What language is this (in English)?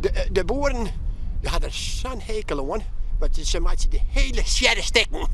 Western Frisian